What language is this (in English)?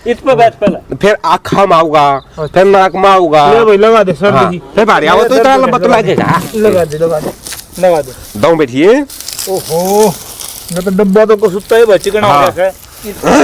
Haryanvi